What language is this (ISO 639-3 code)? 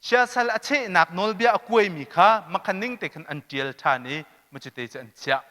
cnh